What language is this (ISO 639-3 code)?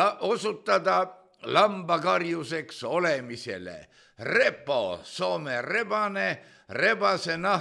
est